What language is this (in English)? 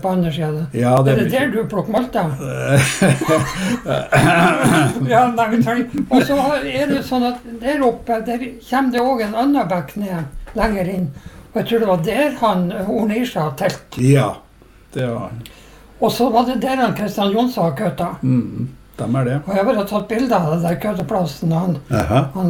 Norwegian